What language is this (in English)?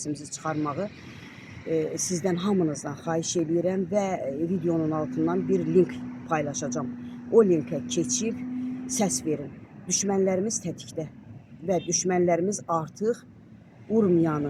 Azerbaijani